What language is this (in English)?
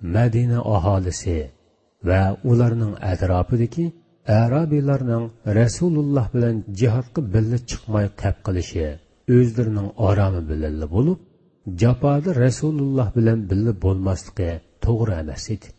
Uyghur